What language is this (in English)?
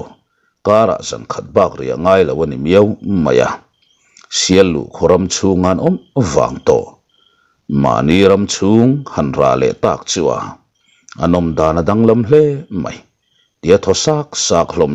Mizo